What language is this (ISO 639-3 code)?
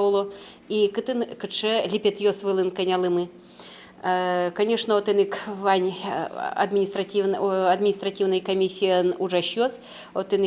udm